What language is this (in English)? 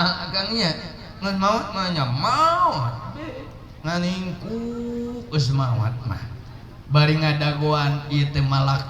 Sundanese